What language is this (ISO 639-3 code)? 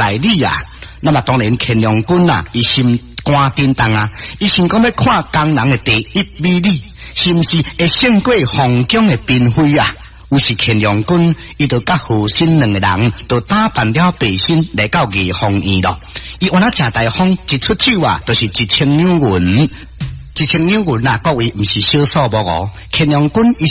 nan